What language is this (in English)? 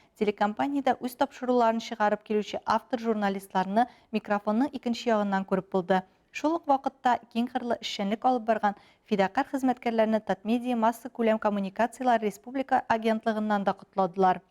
Tatar